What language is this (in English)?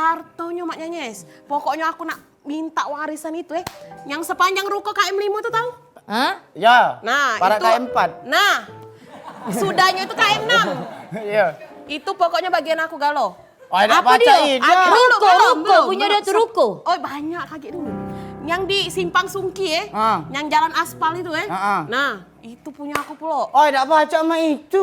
Musi